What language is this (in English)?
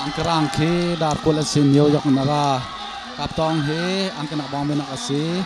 Hakha Chin